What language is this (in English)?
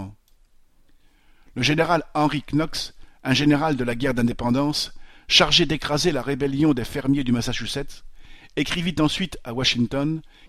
French